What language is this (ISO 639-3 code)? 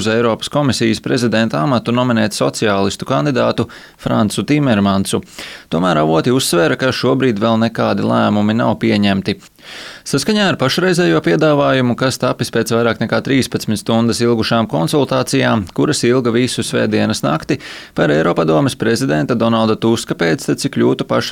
lav